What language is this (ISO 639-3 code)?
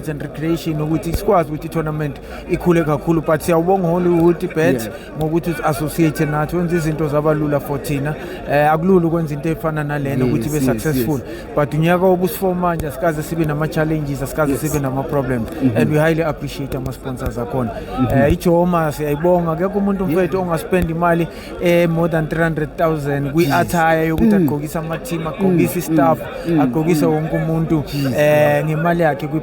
zul